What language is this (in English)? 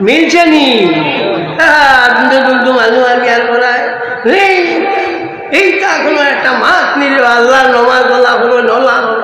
Sylheti